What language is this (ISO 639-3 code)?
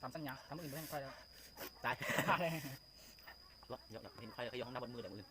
lao